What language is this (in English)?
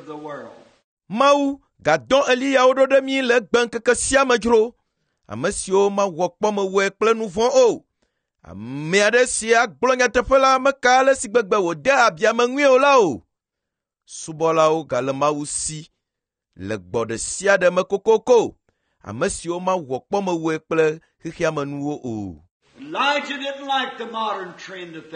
Ewe